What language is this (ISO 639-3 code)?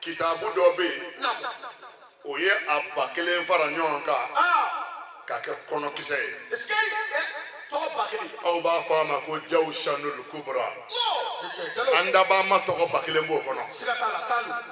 bam